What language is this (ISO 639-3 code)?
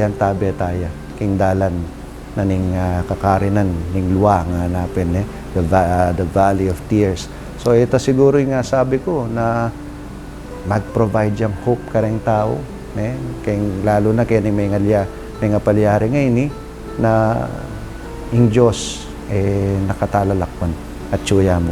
pam